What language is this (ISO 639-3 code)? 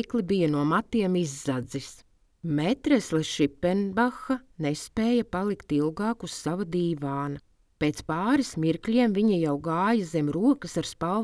lav